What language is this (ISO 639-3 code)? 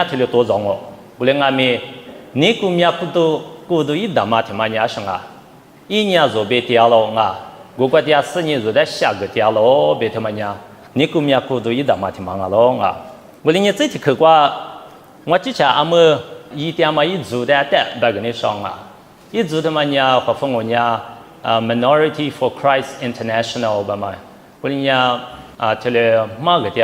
lis